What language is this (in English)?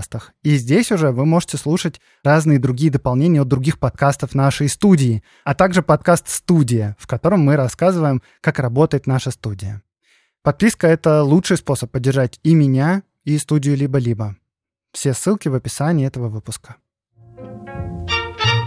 Russian